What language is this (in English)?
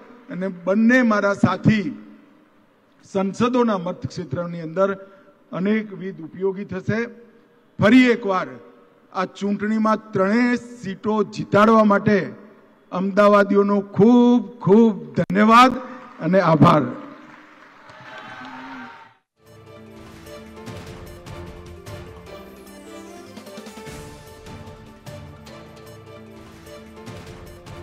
Gujarati